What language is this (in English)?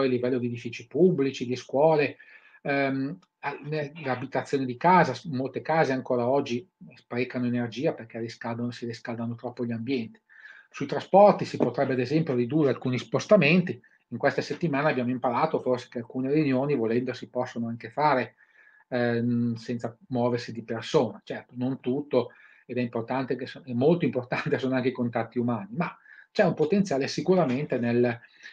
Italian